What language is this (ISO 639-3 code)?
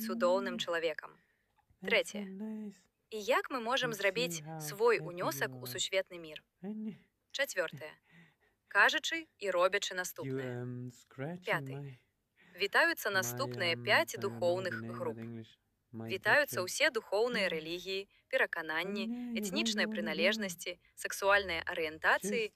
bel